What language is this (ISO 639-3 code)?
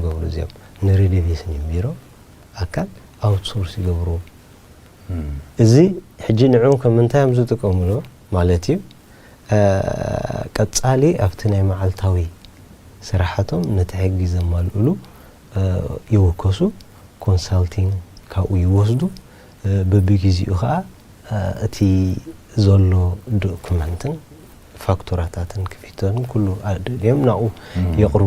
tir